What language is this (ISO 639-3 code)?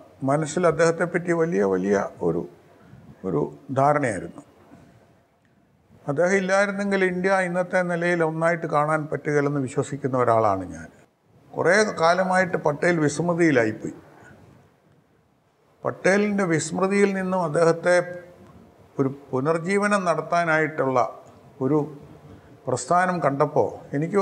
mal